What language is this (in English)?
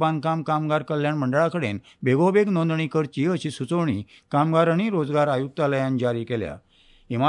Konkani